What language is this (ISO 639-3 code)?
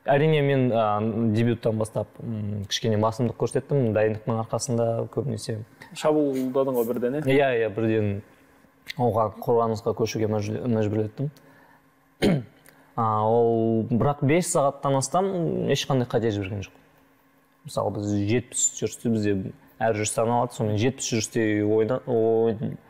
kaz